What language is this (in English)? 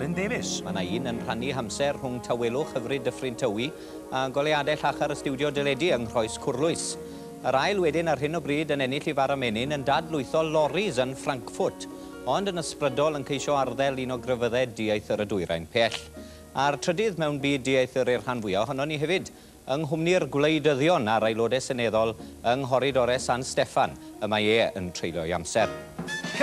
Welsh